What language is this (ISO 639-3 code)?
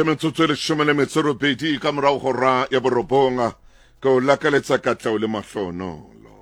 sot